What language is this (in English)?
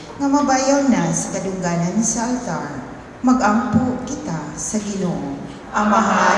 Cebuano